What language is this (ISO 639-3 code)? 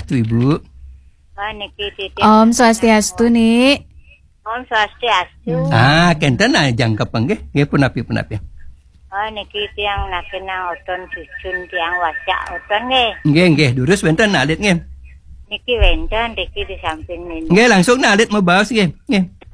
ban